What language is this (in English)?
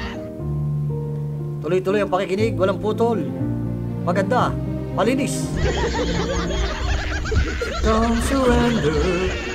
Filipino